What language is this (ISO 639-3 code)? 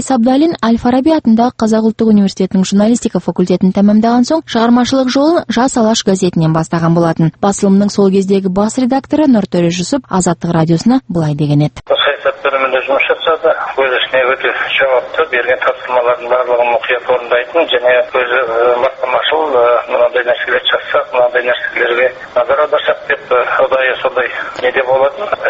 kaz